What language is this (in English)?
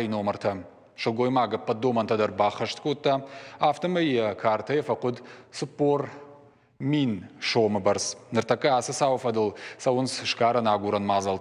Ossetic